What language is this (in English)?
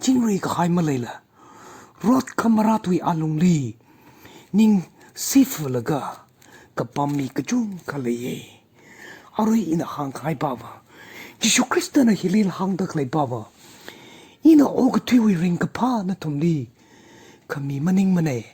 Tangkhul Naga (India)